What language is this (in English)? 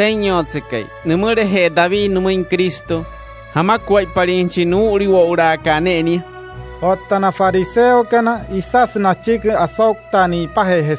Wayuu